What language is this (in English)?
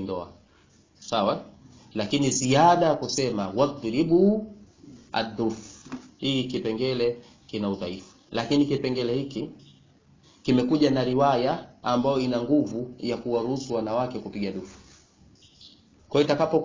Swahili